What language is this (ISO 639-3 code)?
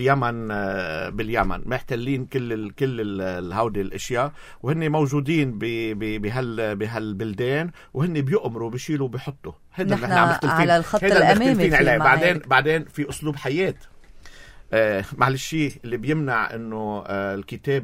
apc